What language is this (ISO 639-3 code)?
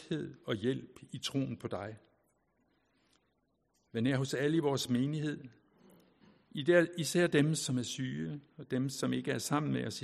dan